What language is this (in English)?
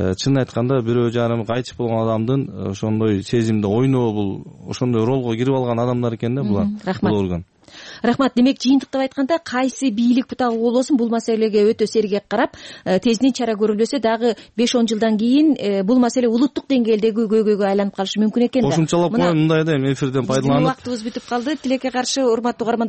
Kyrgyz